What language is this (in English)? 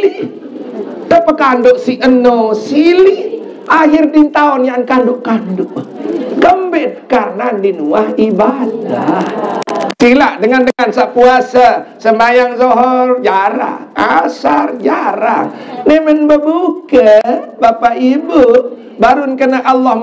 Sasak